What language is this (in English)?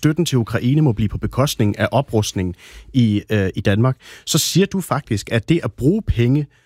Danish